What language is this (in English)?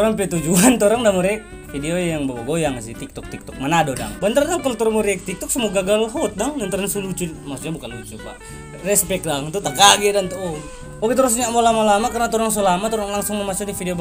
Manado Malay